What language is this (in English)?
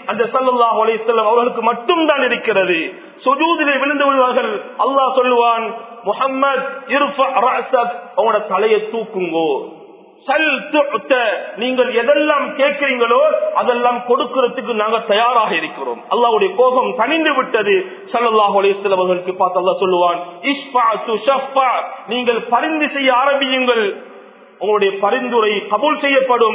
Tamil